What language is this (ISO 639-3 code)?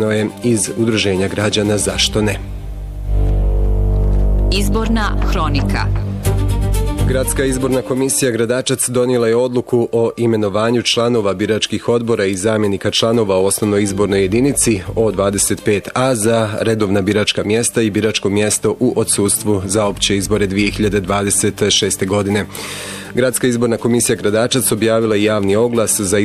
bos